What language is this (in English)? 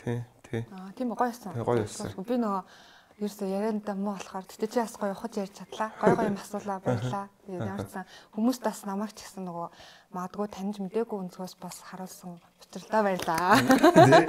Mongolian